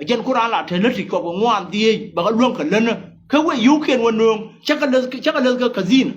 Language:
Nuer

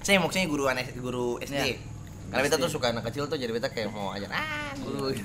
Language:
Ambonese Malay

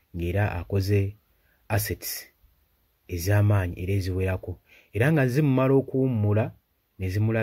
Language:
Ganda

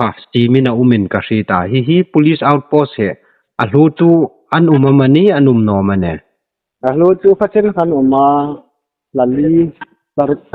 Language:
Hmar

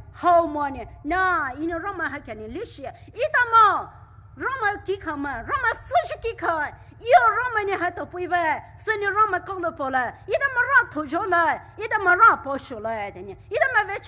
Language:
Poumei Naga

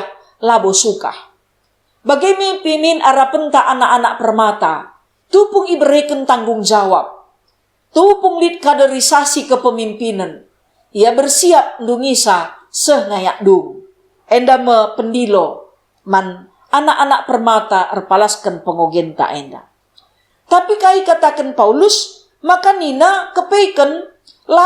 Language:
Batak Karo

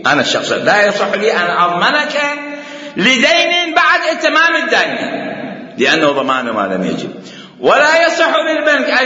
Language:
Mesopotamian Arabic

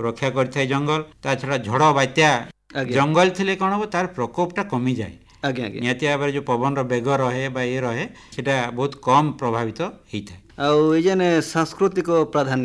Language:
Odia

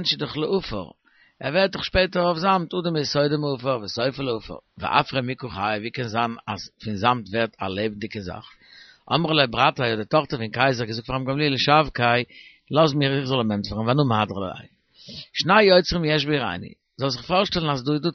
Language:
Yiddish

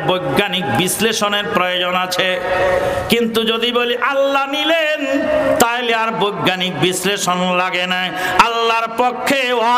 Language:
Bangla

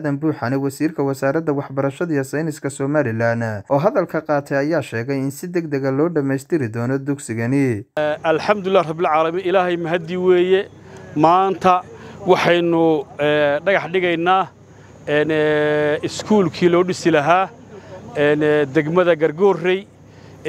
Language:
Somali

